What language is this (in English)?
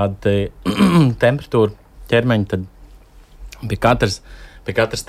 Latvian